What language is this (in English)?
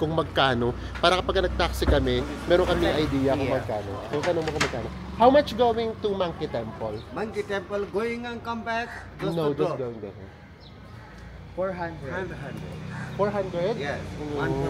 Filipino